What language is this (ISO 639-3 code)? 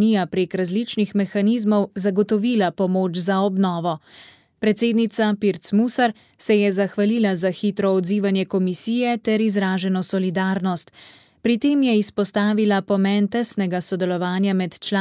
slv